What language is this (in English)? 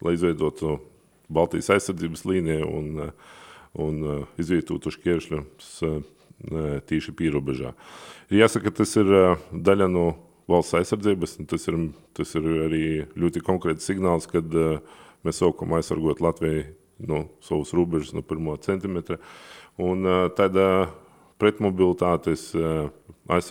Latvian